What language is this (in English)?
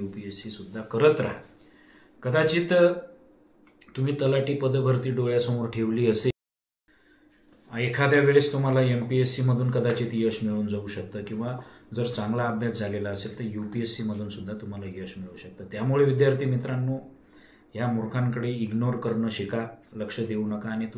Marathi